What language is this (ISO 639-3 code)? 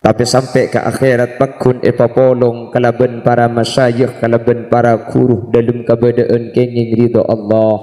mad